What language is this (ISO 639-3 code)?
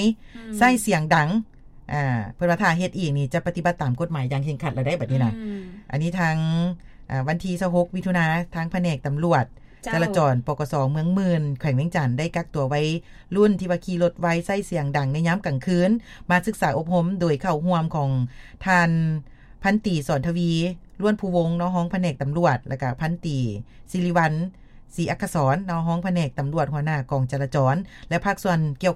lao